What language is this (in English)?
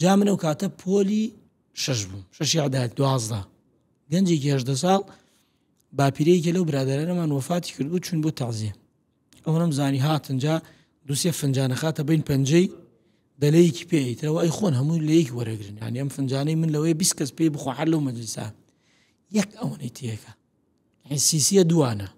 Central Kurdish